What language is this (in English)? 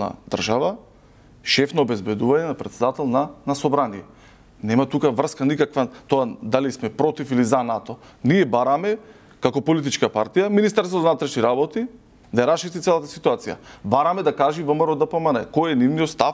Macedonian